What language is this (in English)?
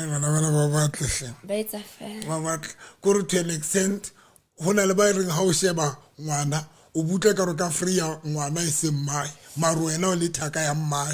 Southern Sotho